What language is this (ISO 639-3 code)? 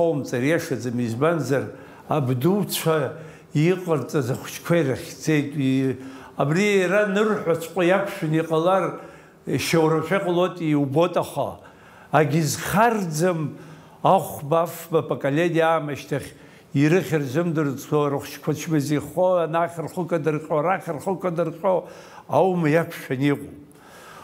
abk